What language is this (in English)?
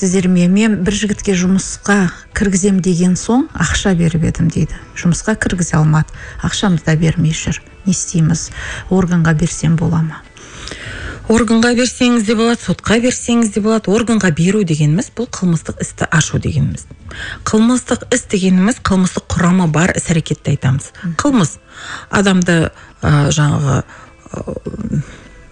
Kazakh